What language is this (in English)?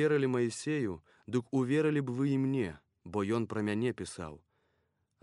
Belarusian